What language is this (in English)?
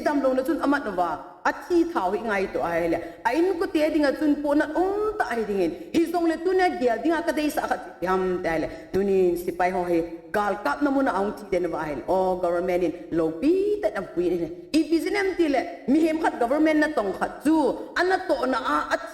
Thado Chin